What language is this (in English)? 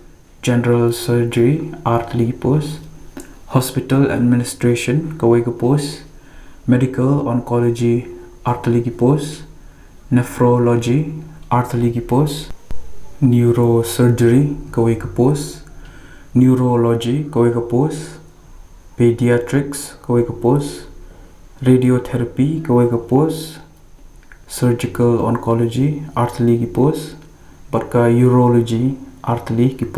Khasi